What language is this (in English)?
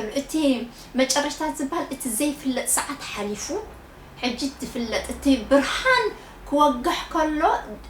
Tigrinya